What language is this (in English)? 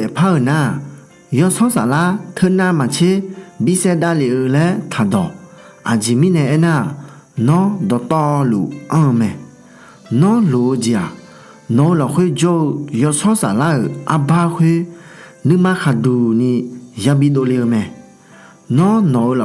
Akha